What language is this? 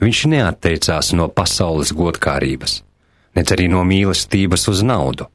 Latvian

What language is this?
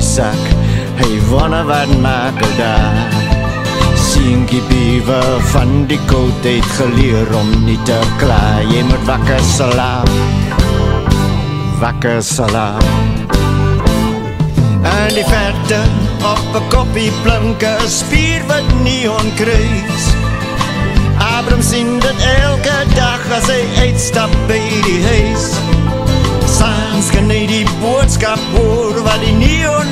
Afrikaans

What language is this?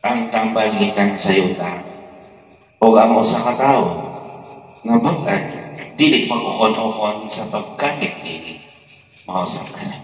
Cebuano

